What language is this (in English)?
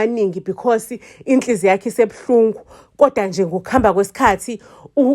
Zulu